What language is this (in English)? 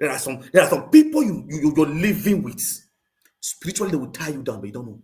Nigerian Pidgin